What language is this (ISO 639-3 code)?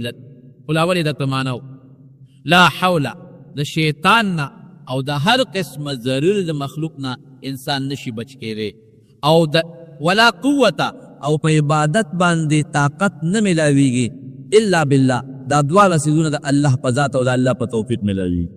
pus